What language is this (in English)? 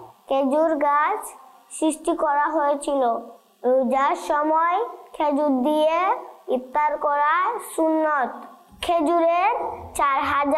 Bangla